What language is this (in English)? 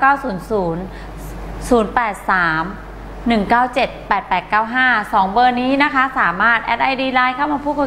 Thai